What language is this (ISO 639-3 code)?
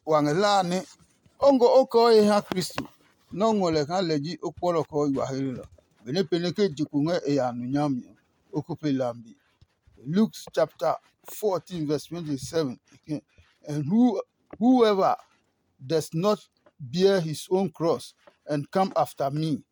ada